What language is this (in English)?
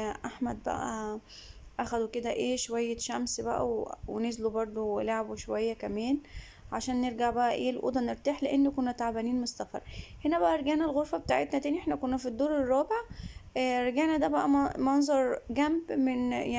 Egyptian Arabic